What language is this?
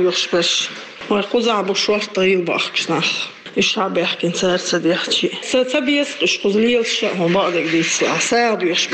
Chechen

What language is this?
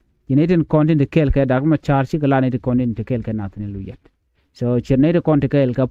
Nuer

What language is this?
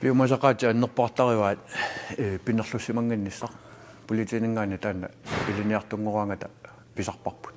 Kalaallisut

